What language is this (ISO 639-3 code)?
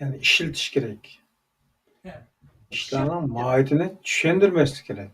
uig